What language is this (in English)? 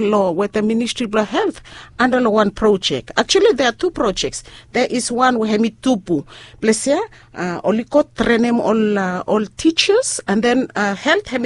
Bislama